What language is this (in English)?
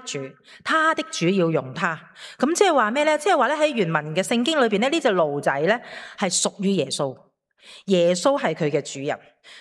Cantonese